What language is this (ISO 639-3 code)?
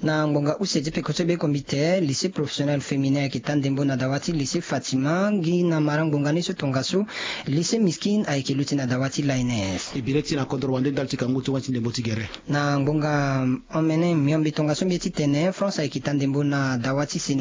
sag